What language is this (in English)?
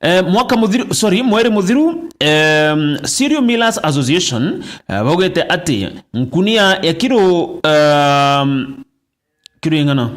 Meru